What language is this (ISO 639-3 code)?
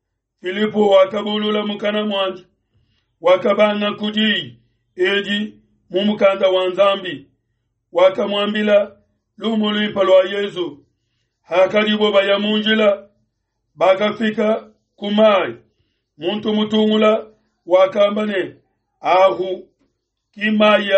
lua